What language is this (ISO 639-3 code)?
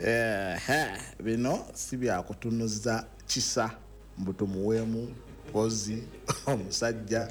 lug